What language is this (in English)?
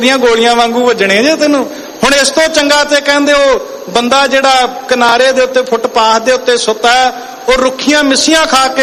Punjabi